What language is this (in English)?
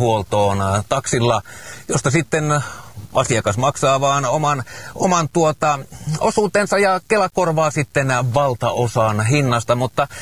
Finnish